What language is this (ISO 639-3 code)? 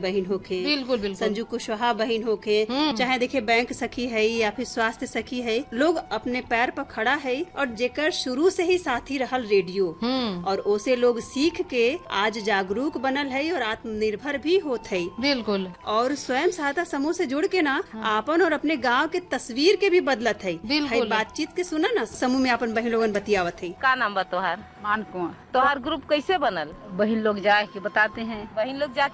bho